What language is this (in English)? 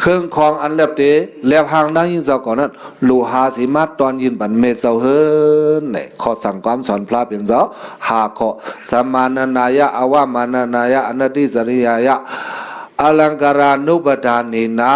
Shan